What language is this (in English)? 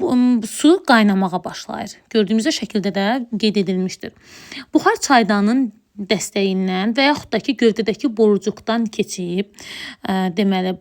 Azerbaijani